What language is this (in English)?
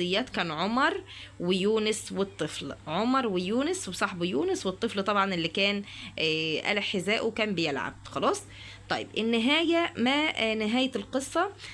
Egyptian Arabic